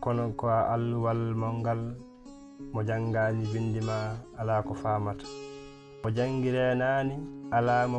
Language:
Fula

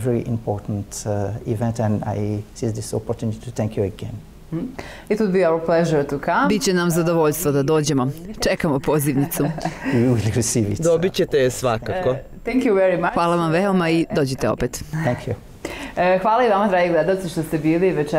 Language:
Serbian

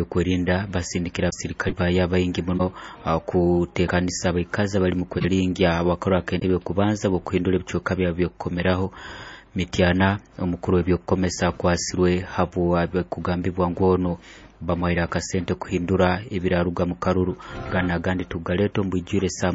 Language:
Nyoro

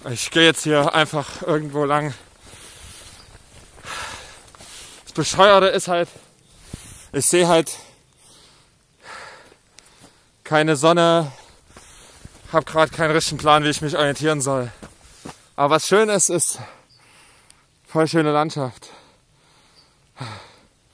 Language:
German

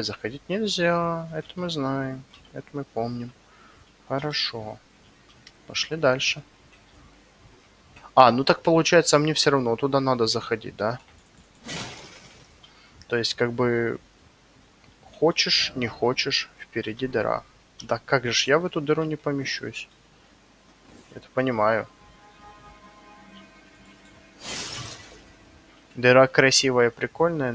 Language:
Russian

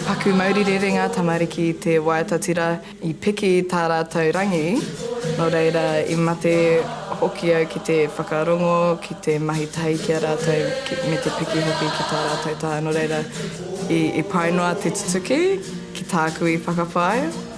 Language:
Māori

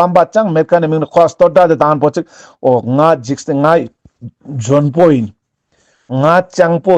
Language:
Ladakhi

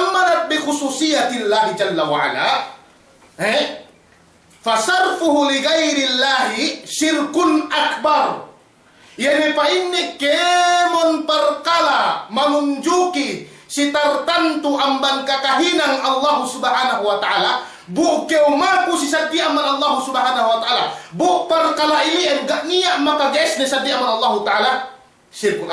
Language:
Yakan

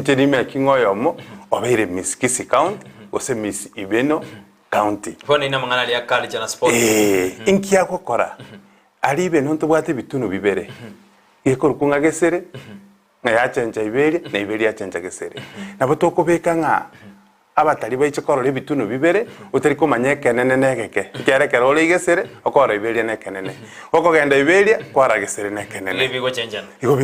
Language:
Gusii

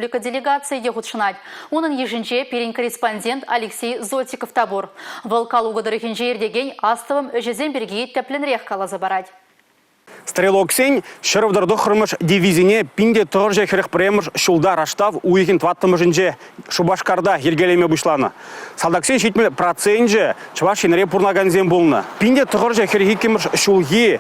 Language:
Chuvash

